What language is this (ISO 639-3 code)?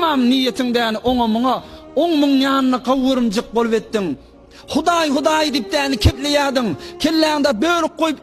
tuk